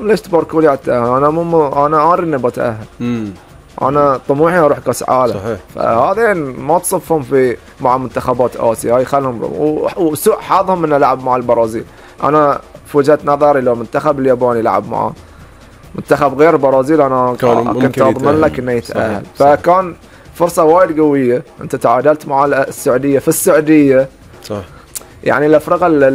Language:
Gulf Arabic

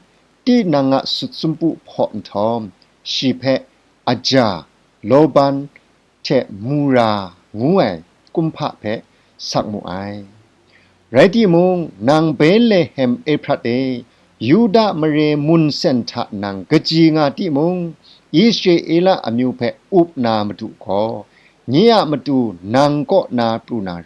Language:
Kachin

